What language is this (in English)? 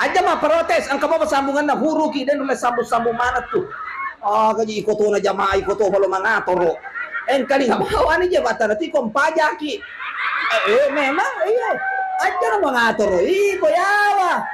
Buginese